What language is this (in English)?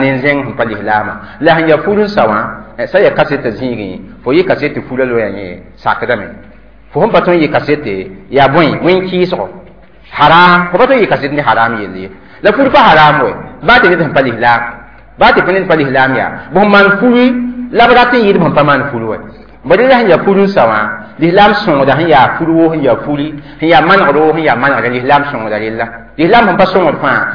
Mossi